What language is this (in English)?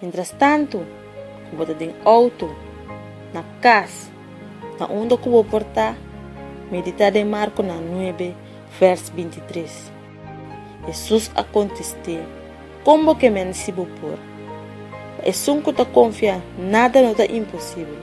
Papiamento